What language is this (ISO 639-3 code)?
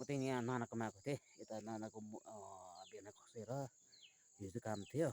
nep